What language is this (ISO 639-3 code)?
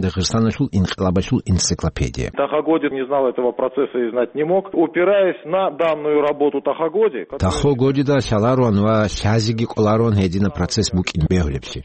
ava